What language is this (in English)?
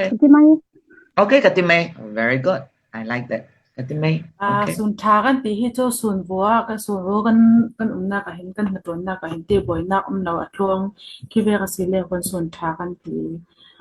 Falam Chin